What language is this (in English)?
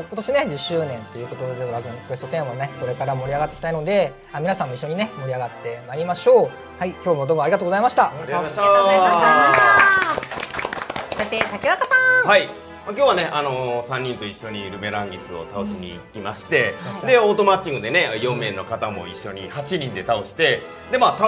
Japanese